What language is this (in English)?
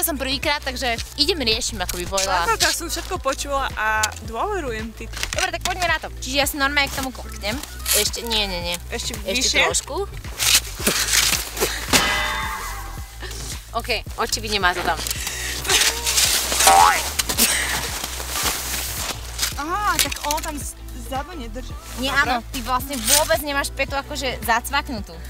Slovak